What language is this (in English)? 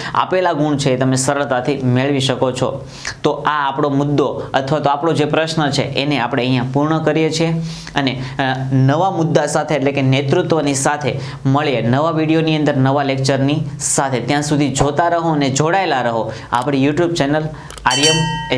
Gujarati